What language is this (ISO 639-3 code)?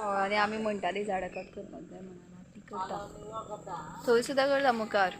kok